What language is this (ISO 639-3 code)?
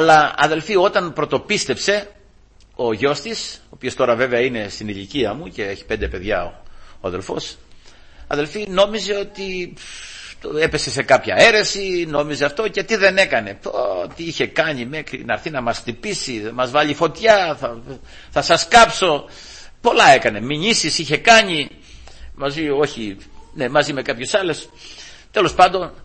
ell